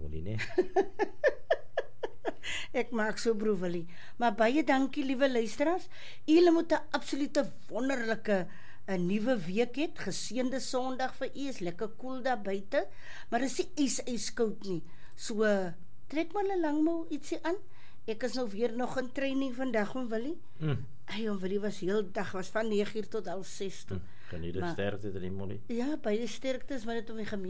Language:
Afrikaans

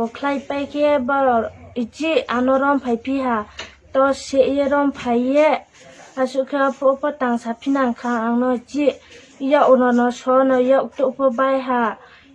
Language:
Kok Borok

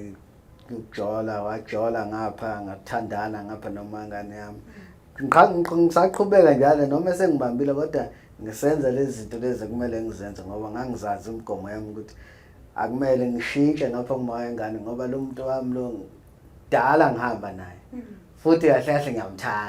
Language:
Zulu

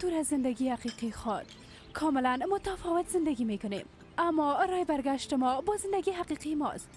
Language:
Persian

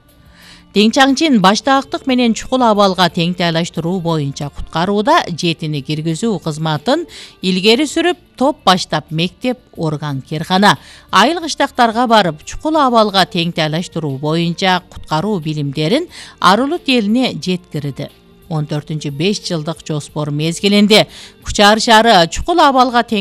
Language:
Kyrgyz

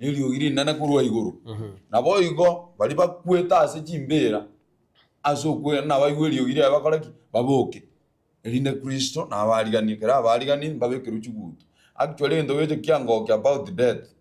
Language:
Gusii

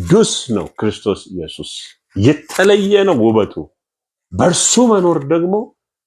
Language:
Amharic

